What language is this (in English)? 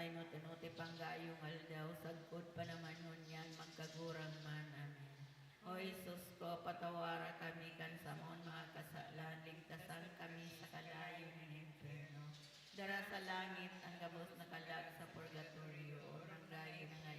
Bikol